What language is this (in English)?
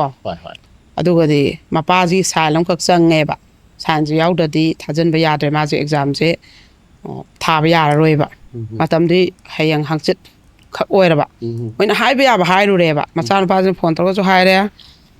Manipuri